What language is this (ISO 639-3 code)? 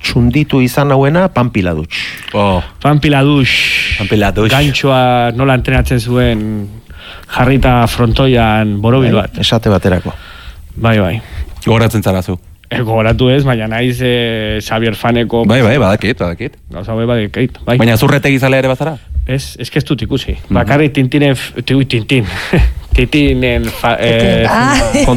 eus